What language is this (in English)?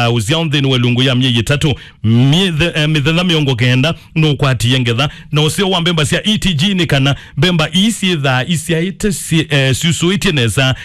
Kamba